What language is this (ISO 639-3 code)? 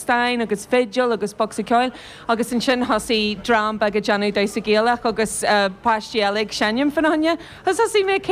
gle